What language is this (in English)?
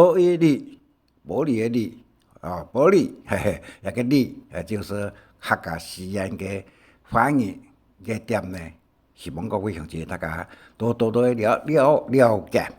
Hakka Chinese